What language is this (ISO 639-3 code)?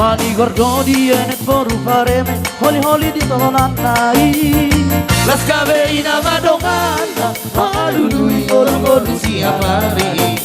bbc